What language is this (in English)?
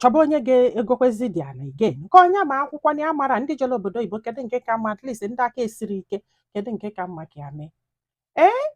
Igbo